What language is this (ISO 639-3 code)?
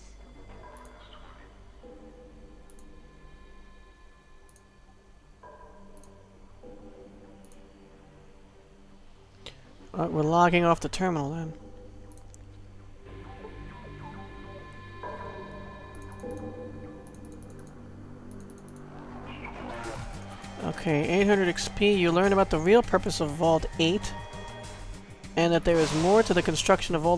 eng